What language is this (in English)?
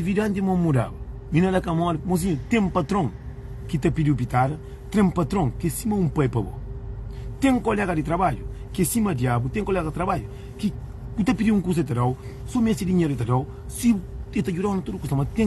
Kabuverdianu